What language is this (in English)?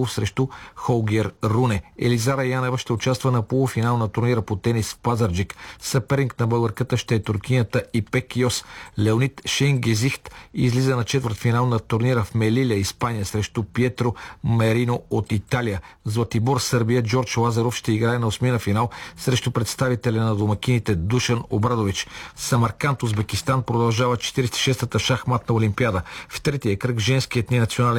Bulgarian